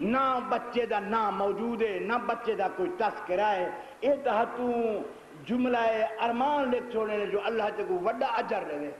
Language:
Saraiki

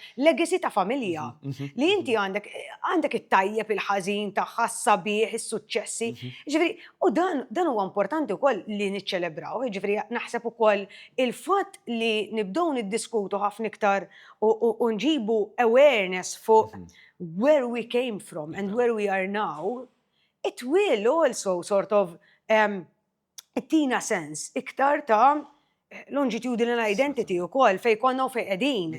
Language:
Maltese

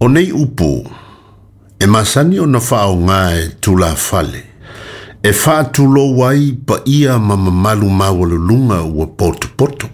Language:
Samoan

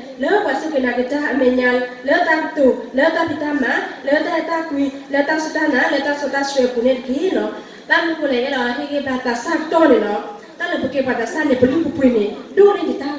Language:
S'gaw Karen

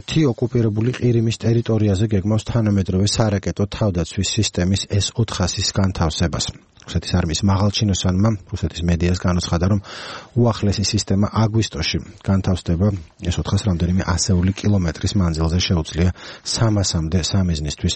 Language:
Georgian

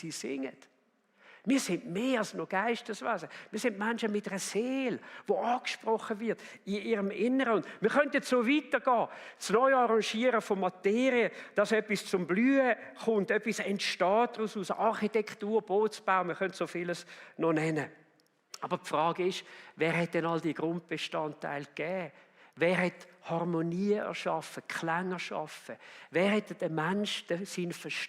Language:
Swiss German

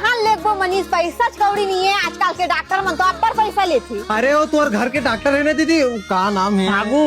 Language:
Chhattisgarhi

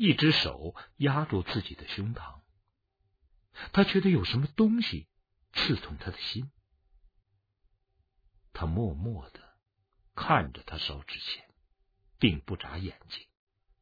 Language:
Chinese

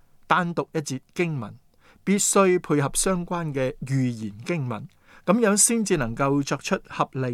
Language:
Cantonese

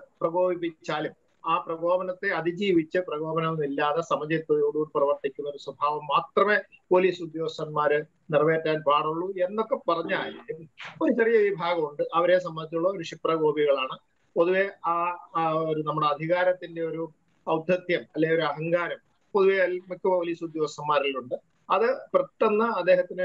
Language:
Malayalam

